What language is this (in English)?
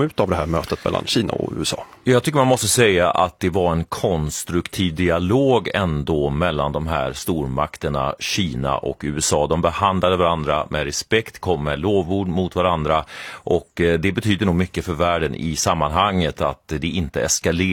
Swedish